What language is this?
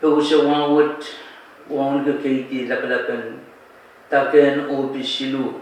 Pohnpeian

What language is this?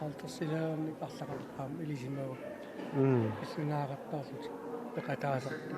Kalaallisut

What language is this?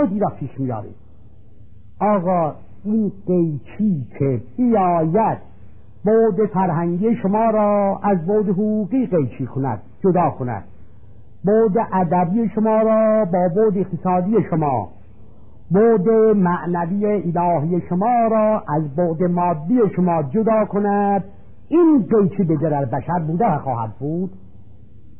Persian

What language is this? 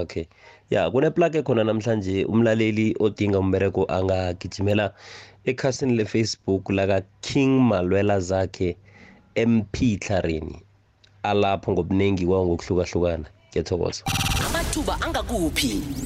South Ndebele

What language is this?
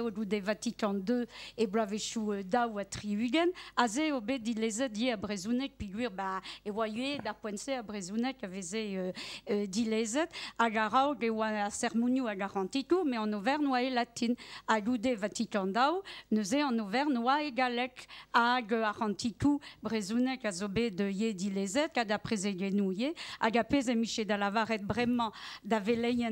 Breton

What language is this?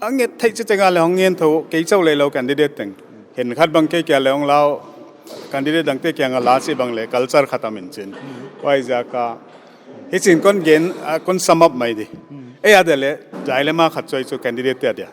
Paite Chin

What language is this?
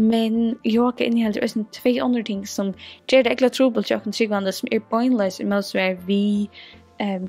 Faroese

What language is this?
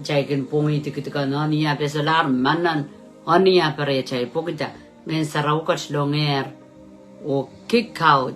Pohnpeian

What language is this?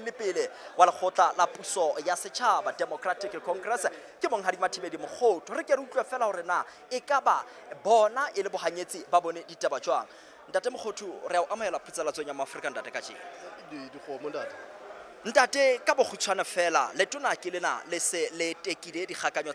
Southern Sotho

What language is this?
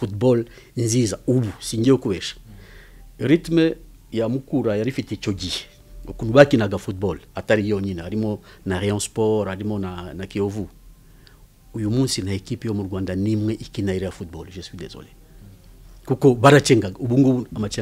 Kinyarwanda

